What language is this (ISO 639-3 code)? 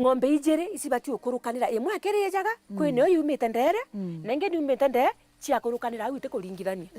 mer